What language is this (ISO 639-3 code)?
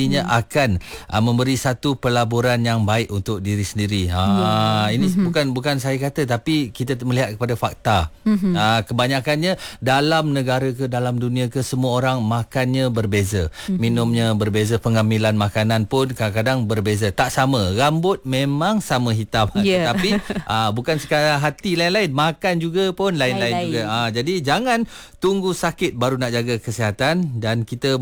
msa